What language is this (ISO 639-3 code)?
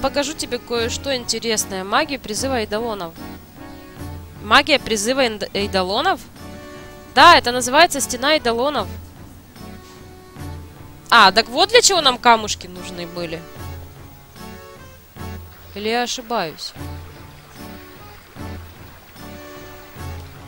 rus